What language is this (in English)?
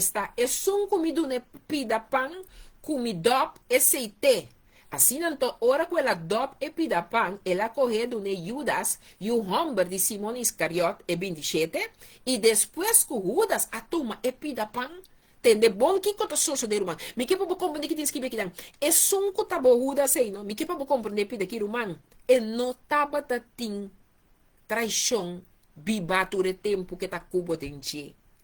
Papiamento